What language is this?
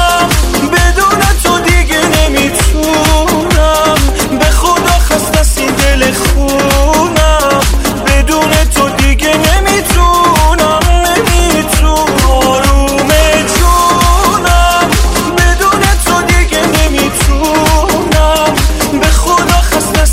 Persian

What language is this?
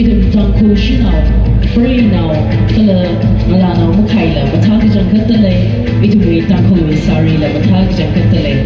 Tangkhul Naga (India)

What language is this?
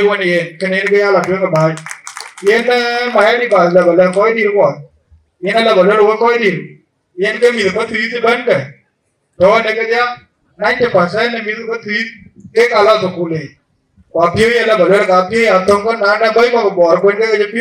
Dinka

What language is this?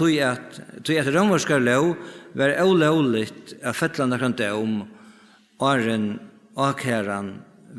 Faroese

